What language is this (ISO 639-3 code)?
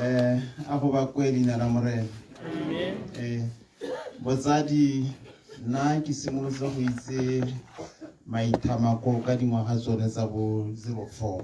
tsn